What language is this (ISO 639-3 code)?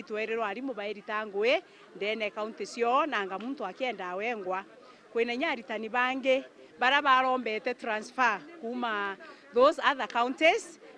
mer